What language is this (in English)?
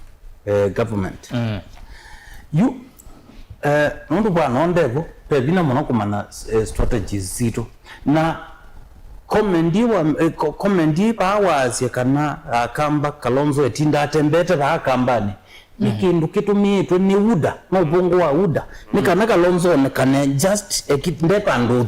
Kamba